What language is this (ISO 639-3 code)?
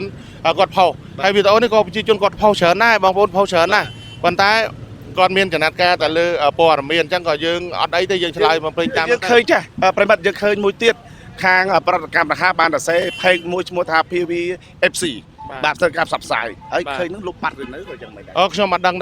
khm